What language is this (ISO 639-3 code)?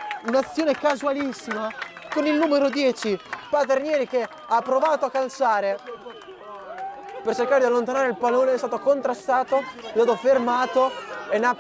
ita